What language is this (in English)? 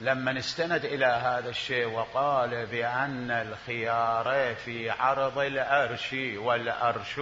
Mesopotamian Arabic